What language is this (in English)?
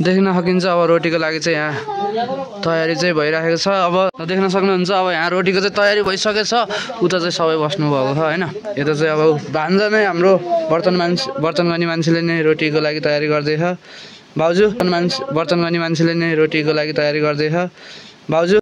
Nepali